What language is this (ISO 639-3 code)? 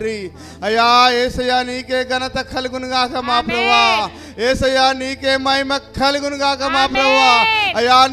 tel